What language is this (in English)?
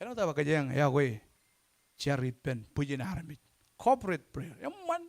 Marshallese